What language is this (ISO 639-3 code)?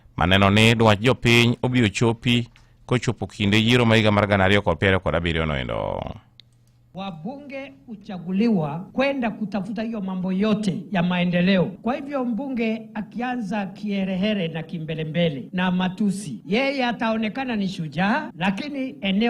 luo